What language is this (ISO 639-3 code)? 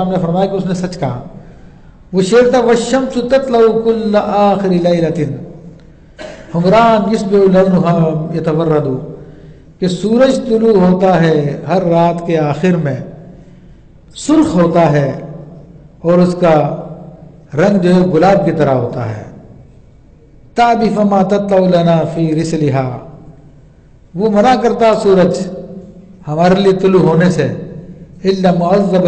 urd